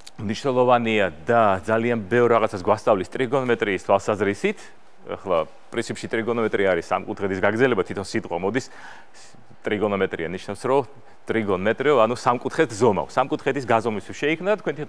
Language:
Georgian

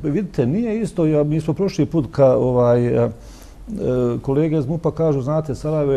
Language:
Bosnian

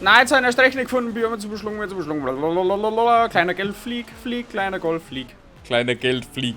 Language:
Bavarian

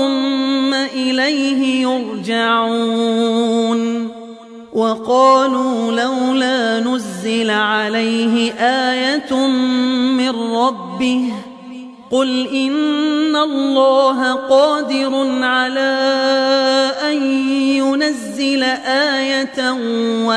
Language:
Arabic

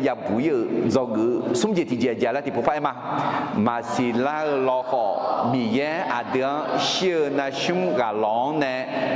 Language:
Akha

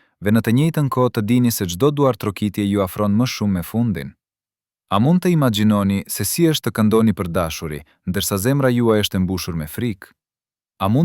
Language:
Albanian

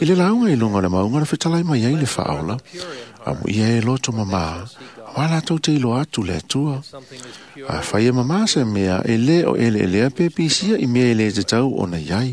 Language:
Samoan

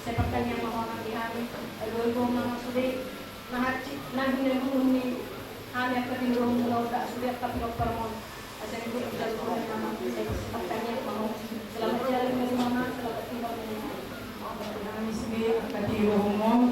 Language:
Batak Toba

